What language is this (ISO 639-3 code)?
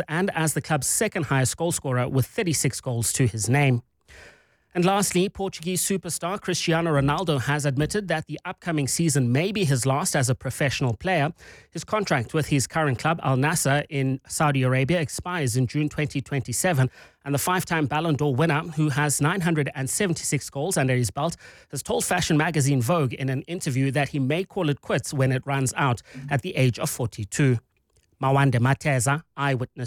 eng